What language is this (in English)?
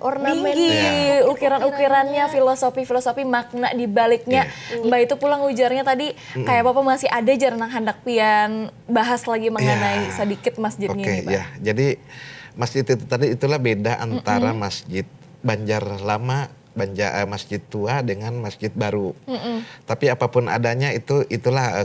Banjar